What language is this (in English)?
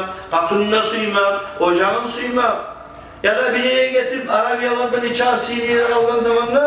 Kumyk